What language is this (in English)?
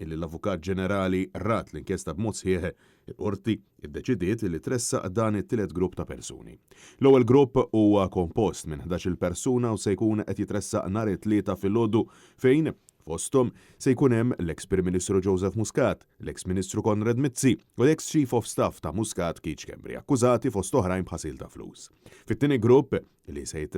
Maltese